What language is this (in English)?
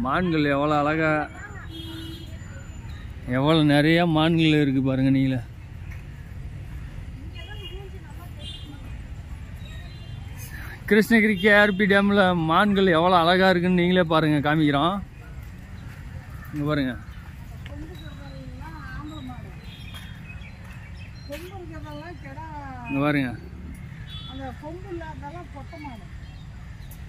Tamil